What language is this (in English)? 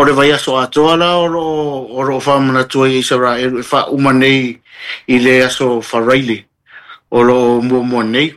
Samoan